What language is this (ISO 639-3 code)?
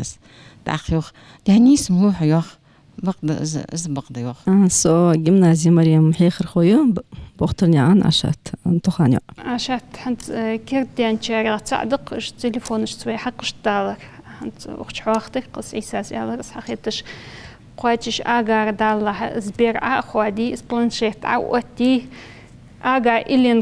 inh